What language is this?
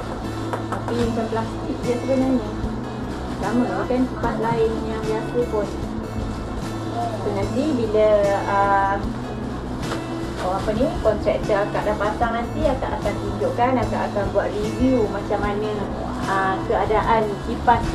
Malay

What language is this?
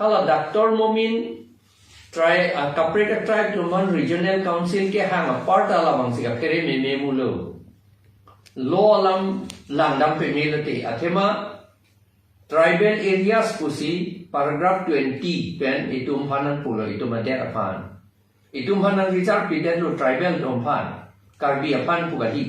Karbi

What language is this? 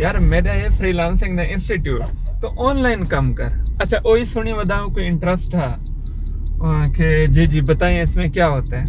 Saraiki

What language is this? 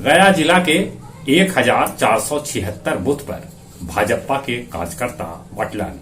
Magahi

